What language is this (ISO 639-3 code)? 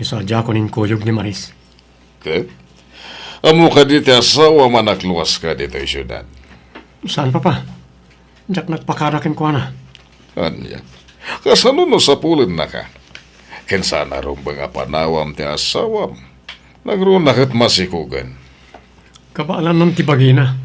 ilo